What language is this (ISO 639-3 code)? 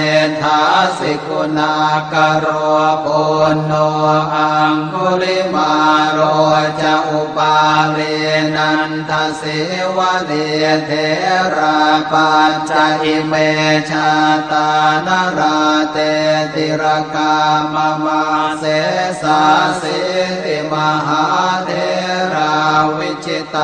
pli